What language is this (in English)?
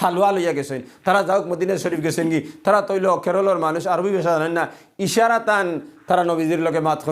Sylheti